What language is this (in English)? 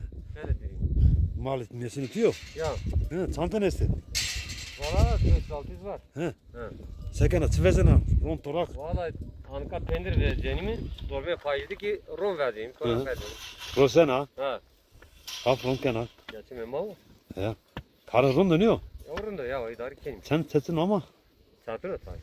Zaza